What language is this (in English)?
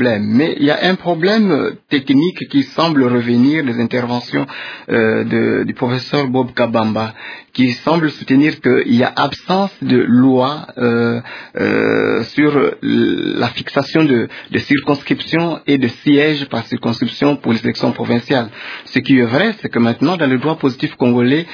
French